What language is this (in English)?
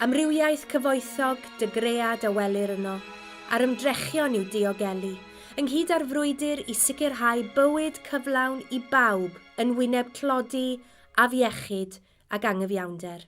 Welsh